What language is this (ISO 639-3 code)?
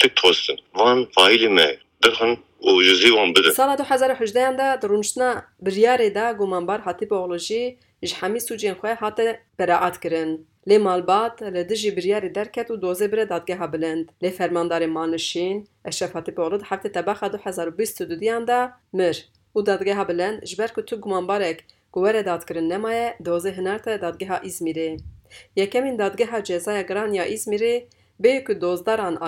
kur